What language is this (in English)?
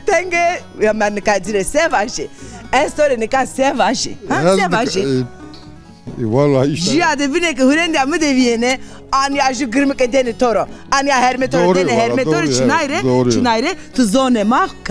Zaza